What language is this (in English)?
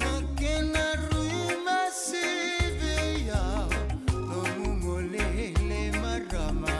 Fijian